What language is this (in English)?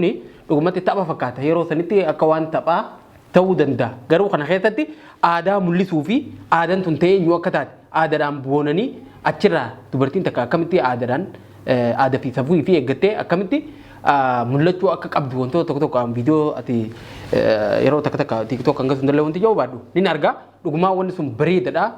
Oromo